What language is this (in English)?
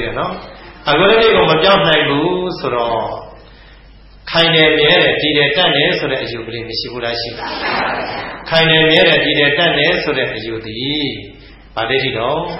Burmese